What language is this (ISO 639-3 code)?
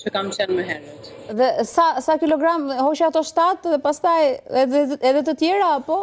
sqi